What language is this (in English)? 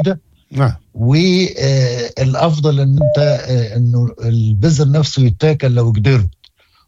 Moroccan Arabic